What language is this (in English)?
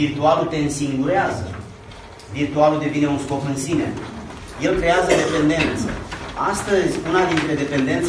Romanian